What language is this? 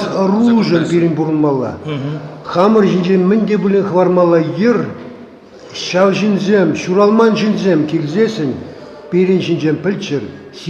Chuvash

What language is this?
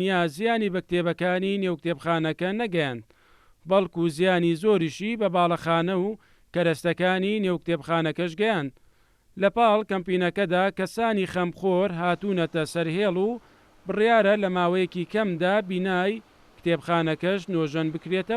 Central Kurdish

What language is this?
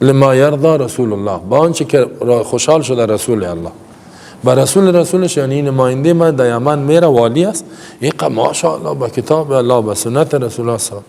Persian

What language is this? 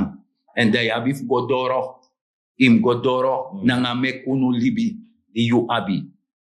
Sranan Tongo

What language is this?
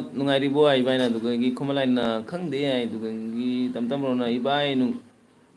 Manipuri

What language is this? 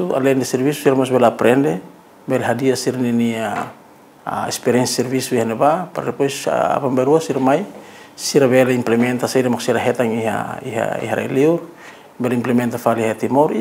Tetum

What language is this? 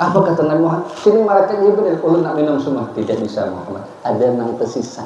Banjar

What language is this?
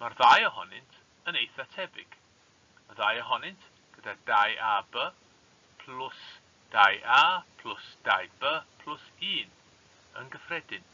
Welsh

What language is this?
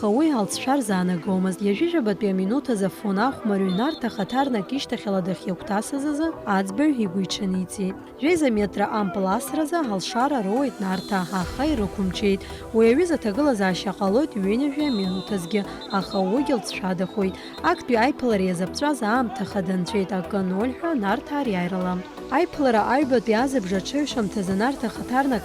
Abkhazian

